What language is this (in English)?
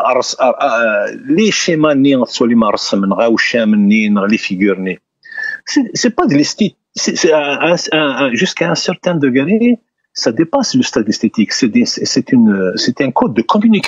Kabyle